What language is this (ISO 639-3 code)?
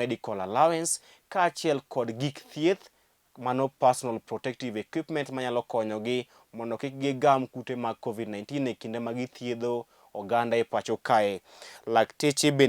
luo